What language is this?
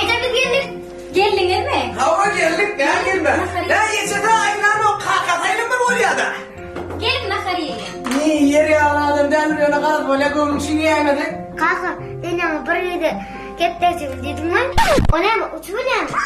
Turkmen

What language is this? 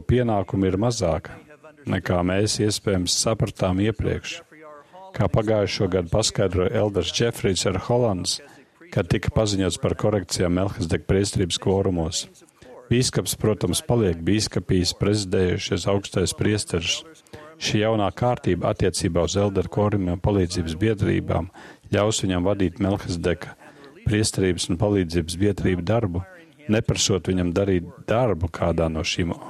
Latvian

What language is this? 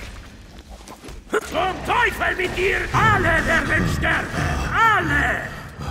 German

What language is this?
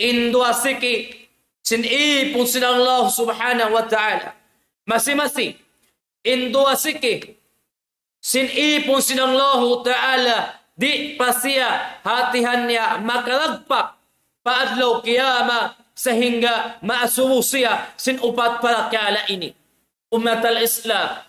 Tausug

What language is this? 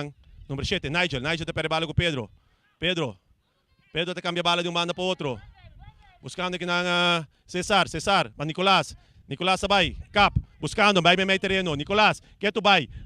Papiamento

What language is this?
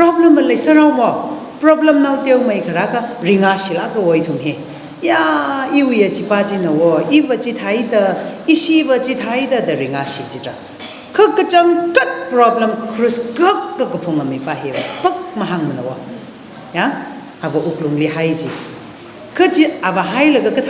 Tangkhul Naga (India)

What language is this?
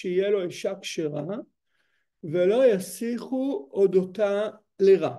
Hebrew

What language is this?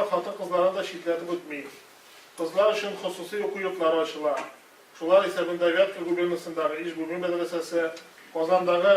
Tatar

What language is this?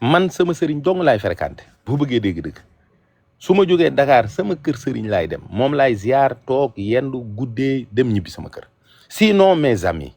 Wolof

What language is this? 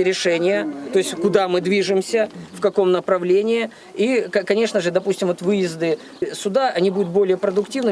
Crimean Tatar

